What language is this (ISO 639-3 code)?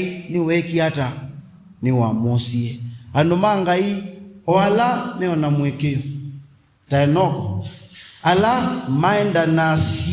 kam